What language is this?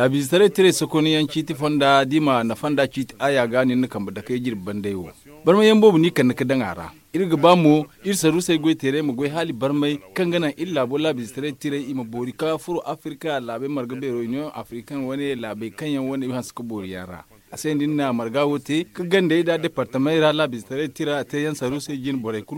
Zarma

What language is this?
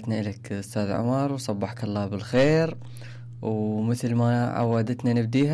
Mesopotamian Arabic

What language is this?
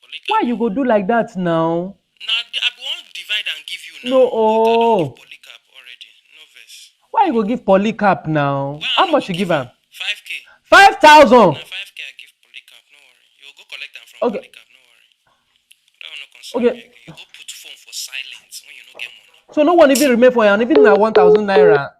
Nigerian Pidgin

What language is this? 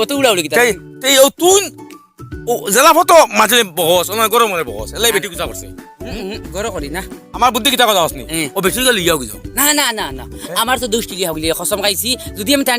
Sylheti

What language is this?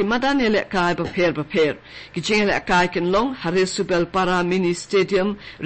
Khasi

